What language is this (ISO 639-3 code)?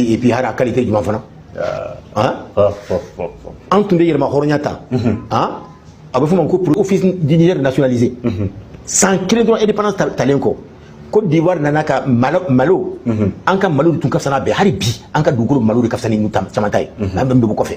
bam